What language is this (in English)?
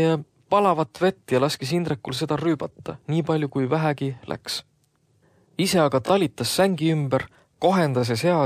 Estonian